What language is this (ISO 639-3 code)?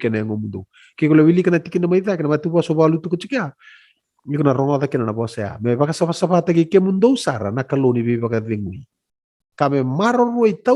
fij